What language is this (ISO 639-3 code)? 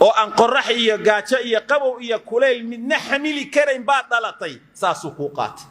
som